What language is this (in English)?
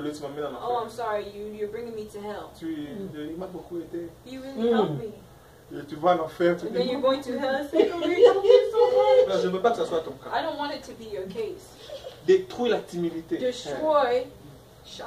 French